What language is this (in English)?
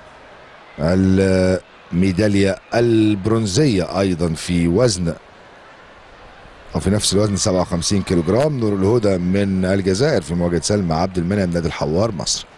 Egyptian Arabic